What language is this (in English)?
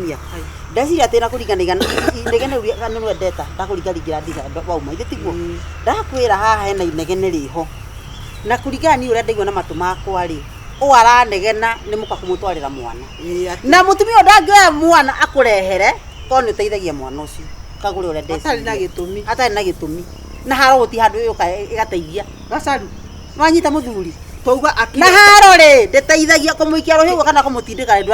Kikuyu